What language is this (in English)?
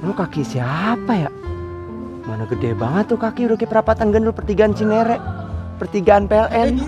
Betawi